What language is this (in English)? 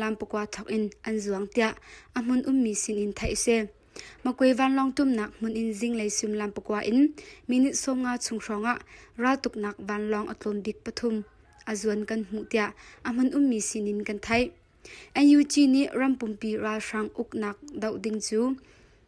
Hakha Chin